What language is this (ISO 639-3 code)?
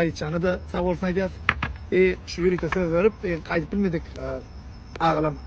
tuk